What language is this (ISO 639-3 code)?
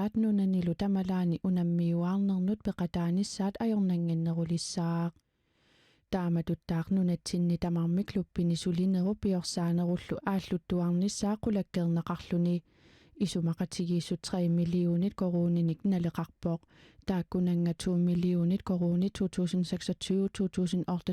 kal